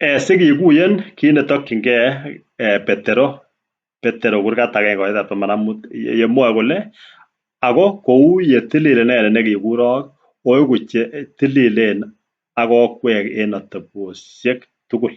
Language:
Kalenjin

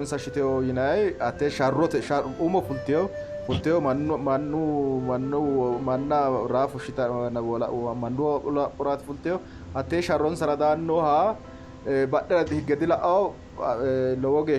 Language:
Sidamo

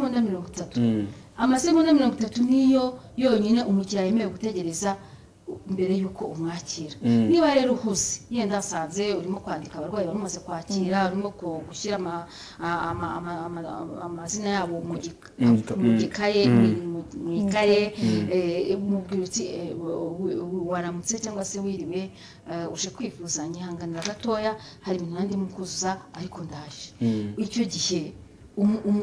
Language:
Kinyarwanda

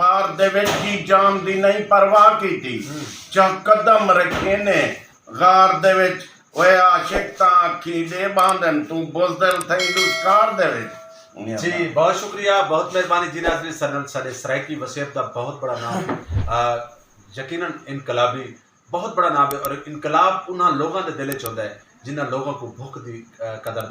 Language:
Saraiki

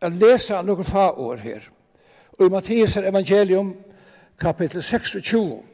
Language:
Faroese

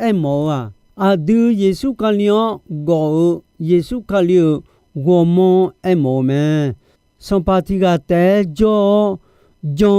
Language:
Akha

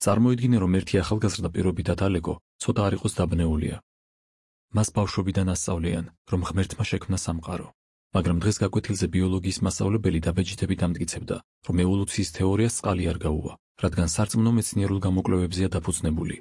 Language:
Georgian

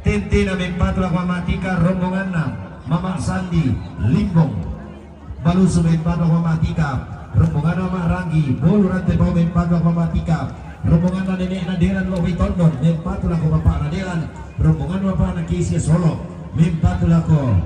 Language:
Toraja-Sa'dan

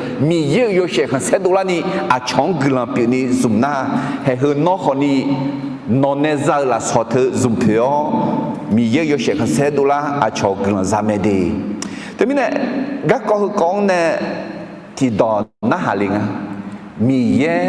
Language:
Akha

